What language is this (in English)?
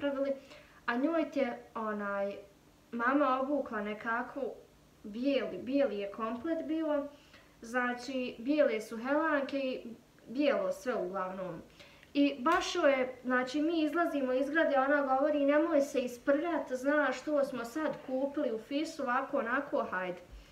Bosnian